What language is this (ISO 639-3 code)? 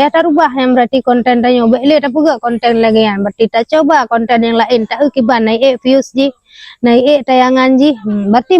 ace